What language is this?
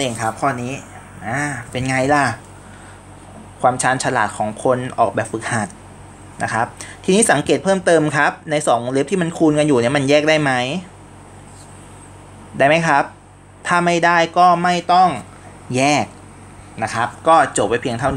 Thai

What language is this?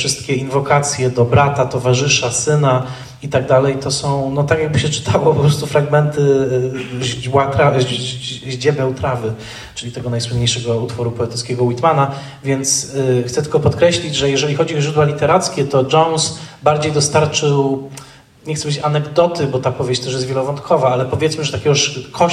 Polish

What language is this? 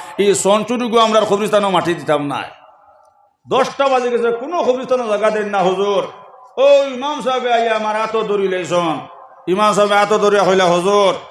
Sylheti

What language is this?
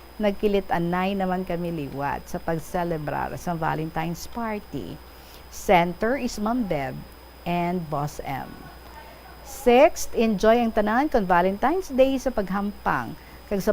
Hiligaynon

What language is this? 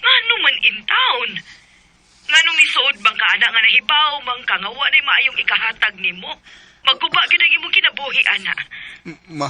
Cebuano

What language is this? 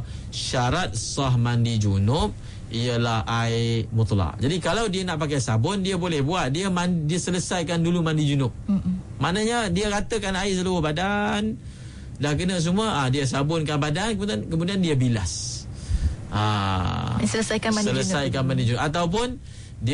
Malay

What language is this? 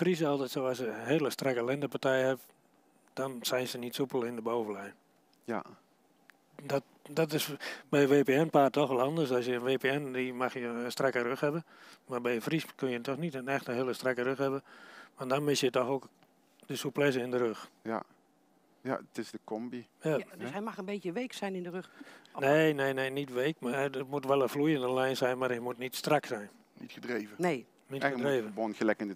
Dutch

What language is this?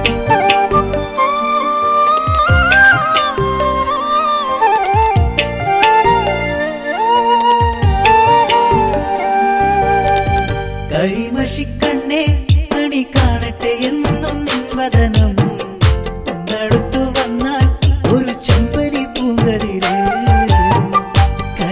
Malayalam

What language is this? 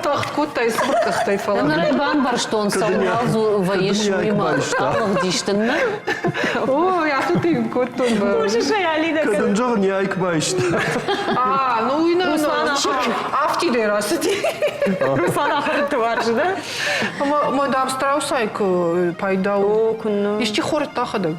Ossetic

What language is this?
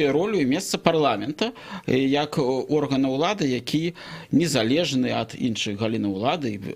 Belarusian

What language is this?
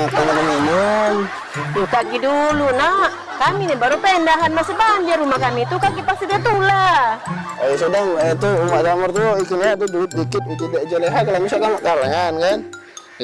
Musi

